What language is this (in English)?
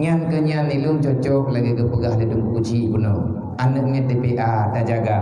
Achinese